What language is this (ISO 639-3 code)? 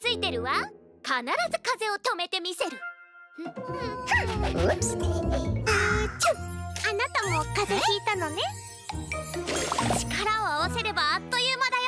jpn